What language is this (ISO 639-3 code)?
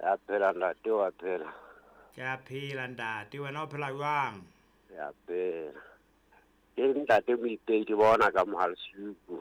sot